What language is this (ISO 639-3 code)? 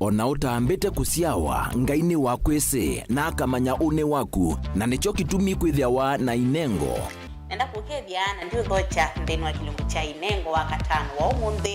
kam